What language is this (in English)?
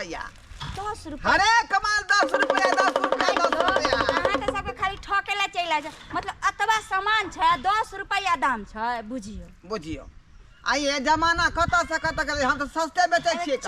Maithili